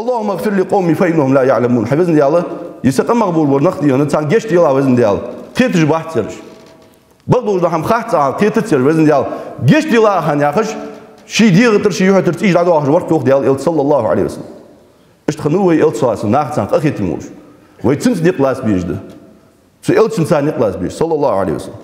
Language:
Ingush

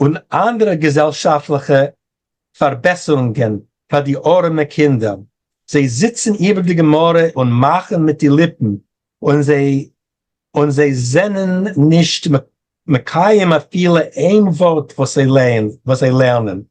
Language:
Yiddish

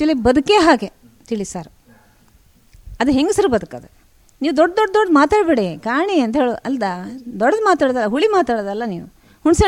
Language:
Kannada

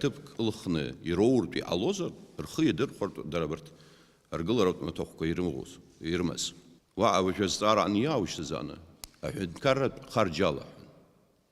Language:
Abkhazian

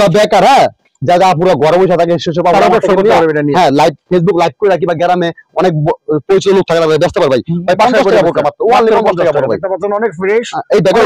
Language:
Bangla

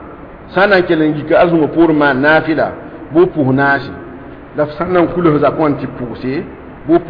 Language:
Mossi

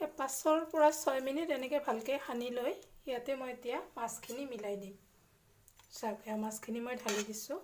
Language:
Assamese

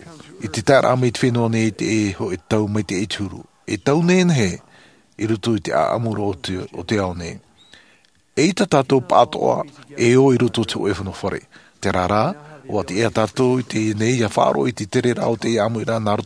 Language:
Tahitian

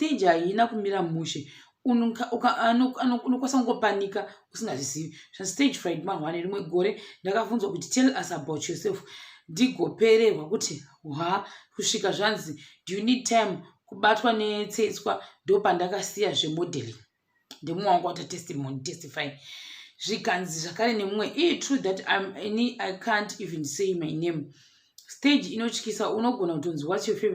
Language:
Shona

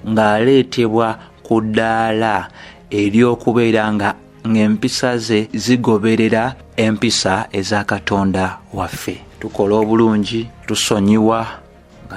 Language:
Ganda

